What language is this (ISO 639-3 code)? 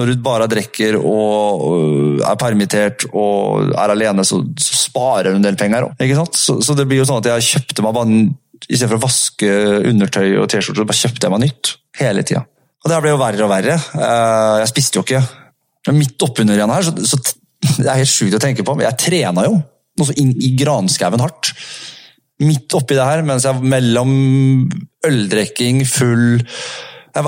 nor